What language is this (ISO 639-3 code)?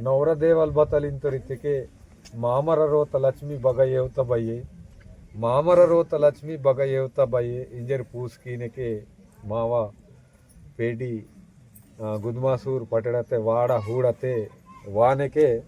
esg